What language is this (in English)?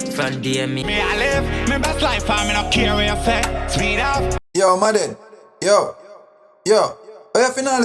Jamaican Creole English